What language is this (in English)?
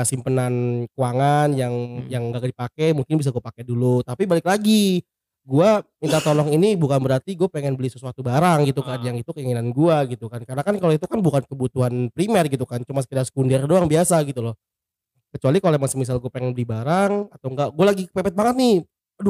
Indonesian